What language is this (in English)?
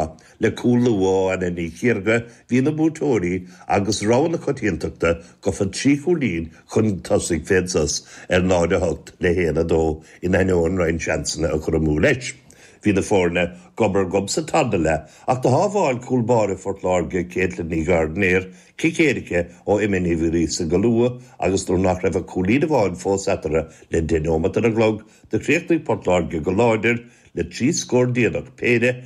Irish